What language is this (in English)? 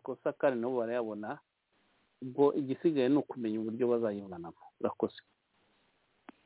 Kinyarwanda